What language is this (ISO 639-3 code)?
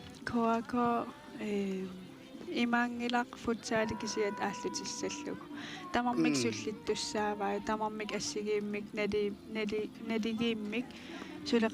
kal